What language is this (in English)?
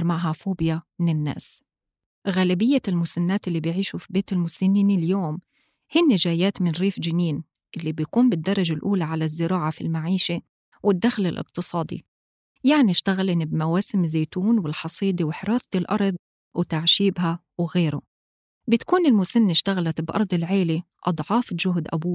North Levantine Arabic